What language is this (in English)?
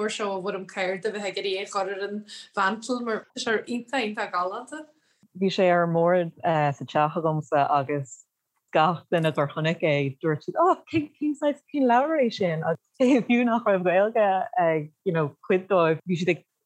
Irish